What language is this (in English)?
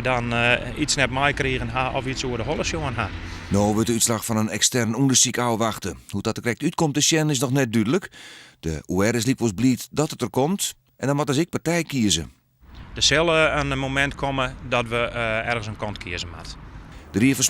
Western Frisian